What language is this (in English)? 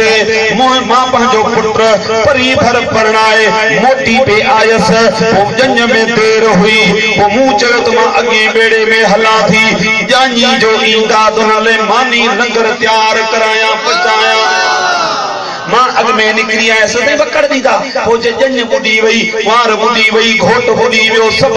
Sindhi